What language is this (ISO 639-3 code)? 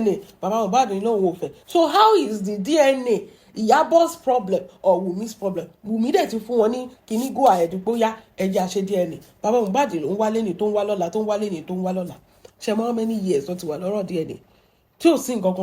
yor